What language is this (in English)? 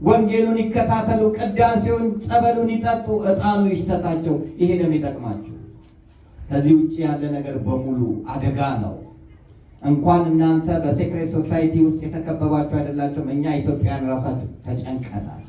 Amharic